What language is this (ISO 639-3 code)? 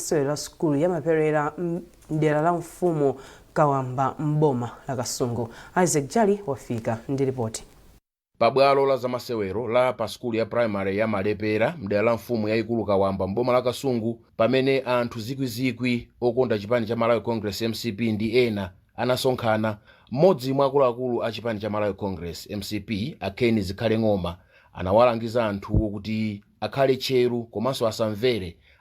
nya